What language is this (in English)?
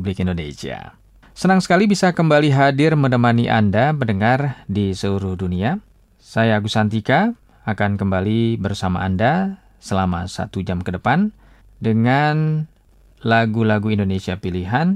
Indonesian